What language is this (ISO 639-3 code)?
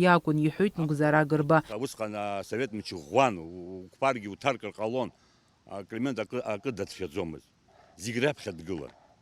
abk